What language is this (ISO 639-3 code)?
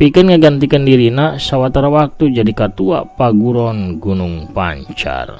sun